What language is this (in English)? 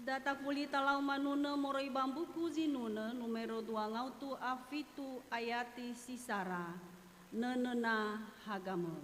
Nias